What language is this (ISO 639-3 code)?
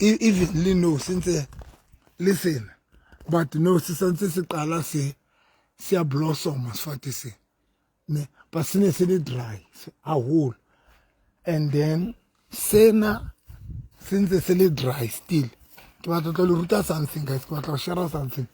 sot